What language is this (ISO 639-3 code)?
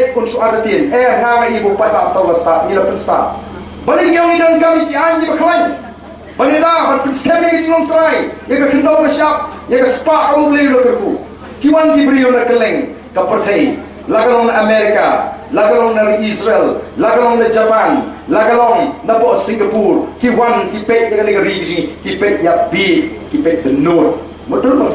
kha